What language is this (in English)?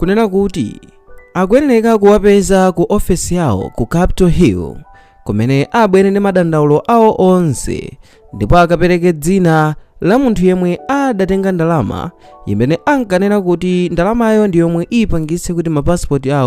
Nyanja